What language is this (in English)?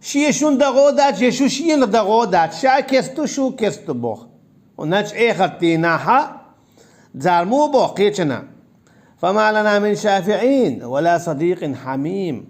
Chechen